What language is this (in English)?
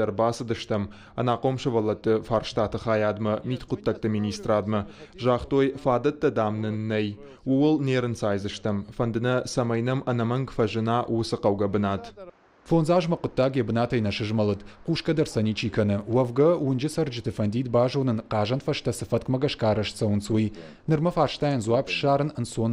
Ossetic